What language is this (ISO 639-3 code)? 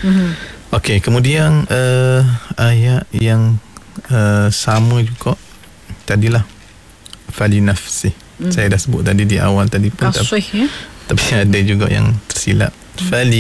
msa